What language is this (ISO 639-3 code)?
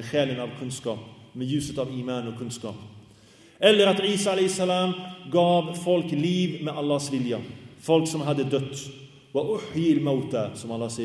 swe